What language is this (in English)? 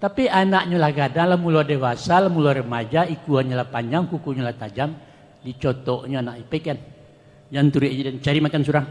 Minangkabau